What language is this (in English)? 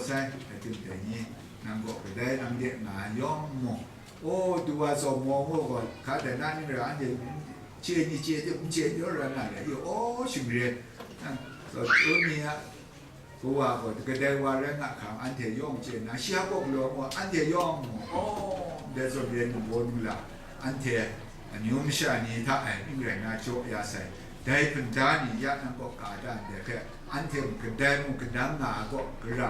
Kachin